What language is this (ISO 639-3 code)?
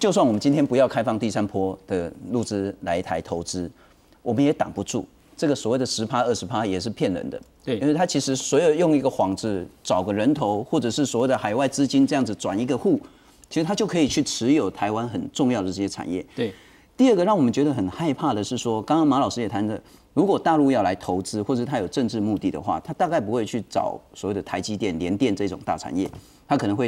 zho